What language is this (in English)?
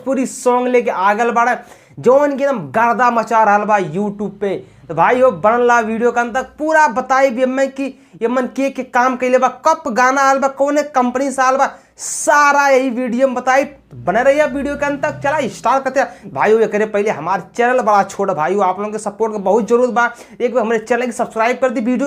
Bhojpuri